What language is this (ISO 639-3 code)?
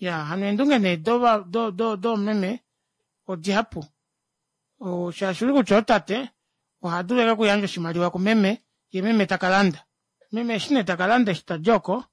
kua